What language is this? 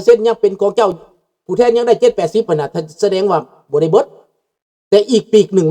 Lao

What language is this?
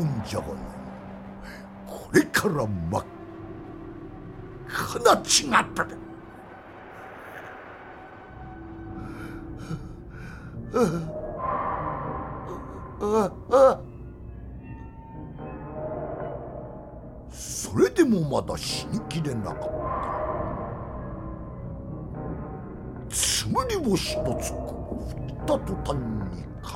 Japanese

